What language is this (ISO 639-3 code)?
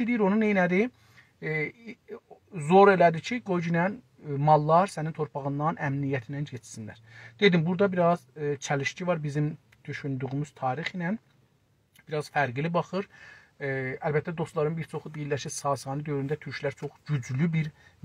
azb